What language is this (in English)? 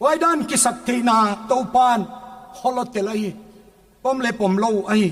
Paite Chin